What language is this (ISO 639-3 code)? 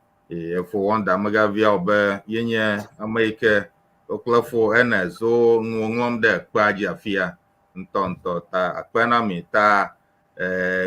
ewe